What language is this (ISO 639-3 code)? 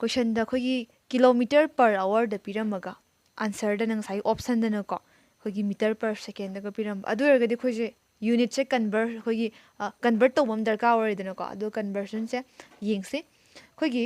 mni